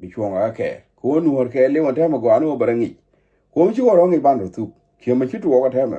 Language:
Nuer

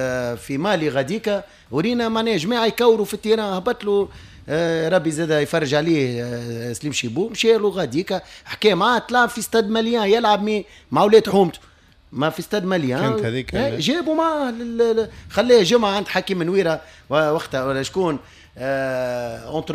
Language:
Tunisian Arabic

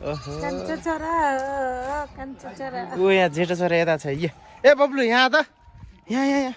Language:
Nepali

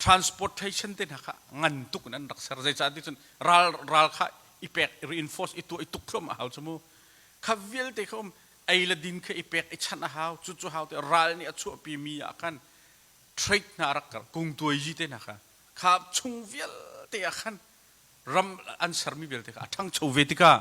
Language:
Hakha Chin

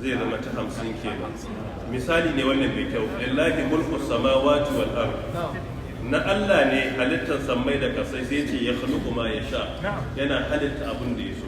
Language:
Hausa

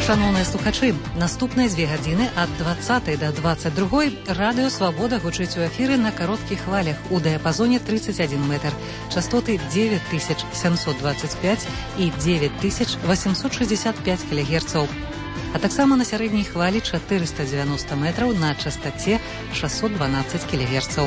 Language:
Belarusian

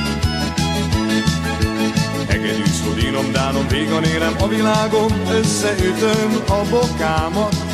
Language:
Hungarian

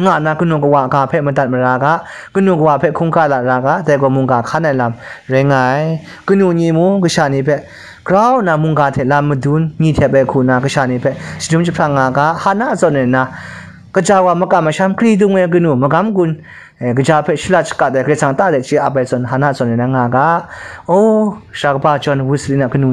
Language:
Kachin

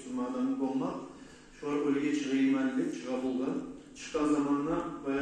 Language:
Kumyk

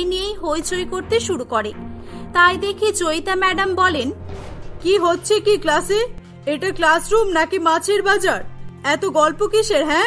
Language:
Bangla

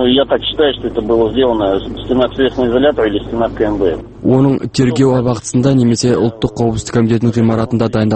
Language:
Kazakh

